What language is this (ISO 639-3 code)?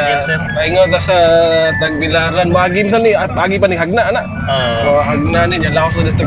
ceb